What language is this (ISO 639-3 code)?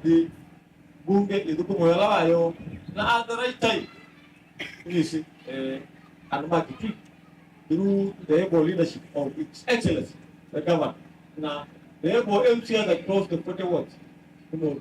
kam